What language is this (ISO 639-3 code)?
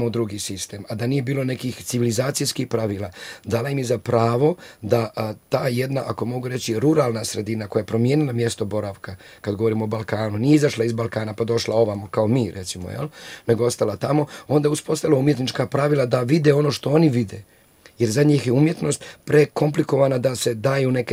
hrv